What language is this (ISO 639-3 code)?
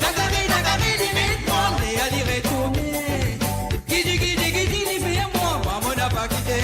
mfe